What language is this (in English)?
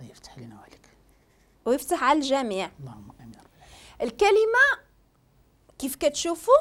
Moroccan Arabic